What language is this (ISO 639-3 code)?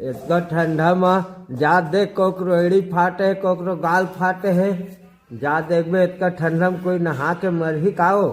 hne